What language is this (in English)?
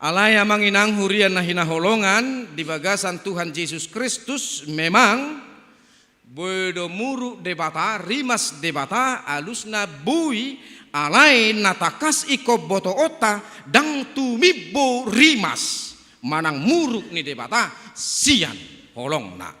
Batak Toba